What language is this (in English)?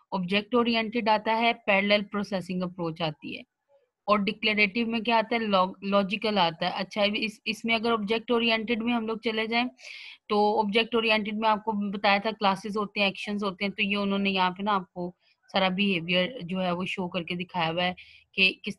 Hindi